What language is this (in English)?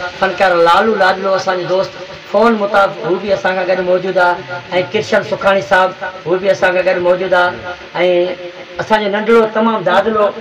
Sindhi